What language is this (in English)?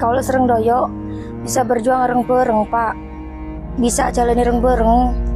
Madurese